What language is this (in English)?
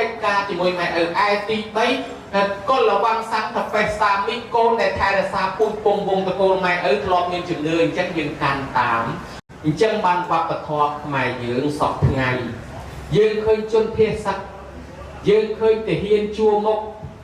Khmer